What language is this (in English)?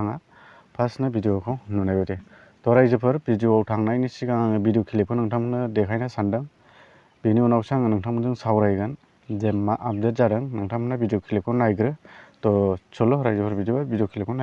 Bodo